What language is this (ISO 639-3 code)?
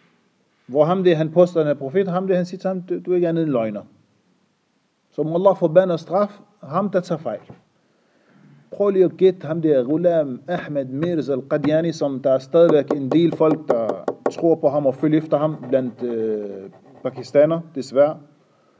dan